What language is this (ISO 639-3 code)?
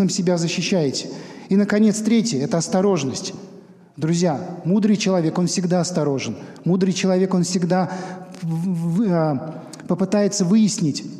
rus